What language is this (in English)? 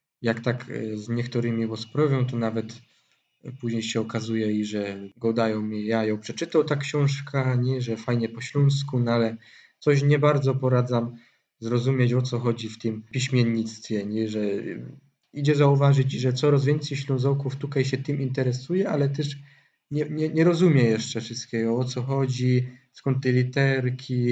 Silesian